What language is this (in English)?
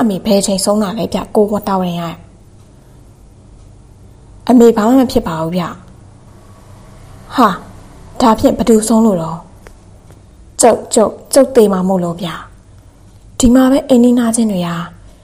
Burmese